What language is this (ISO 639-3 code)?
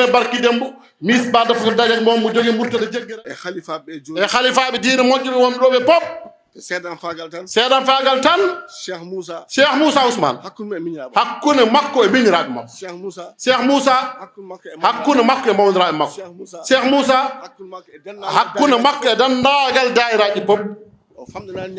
ful